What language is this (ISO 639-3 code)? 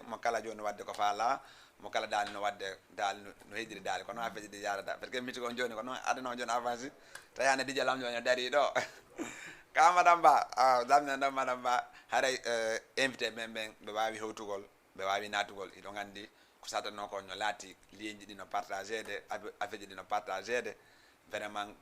ful